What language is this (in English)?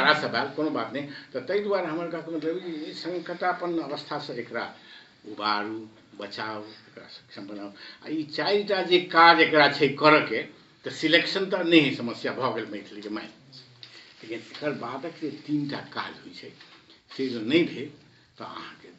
Maithili